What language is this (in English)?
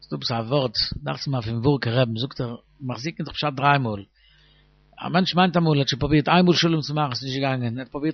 Yiddish